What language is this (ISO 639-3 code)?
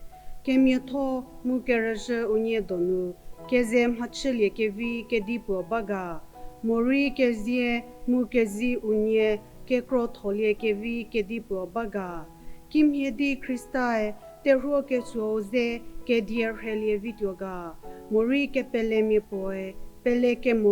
njm